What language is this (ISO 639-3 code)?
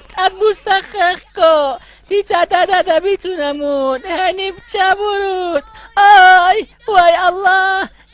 ava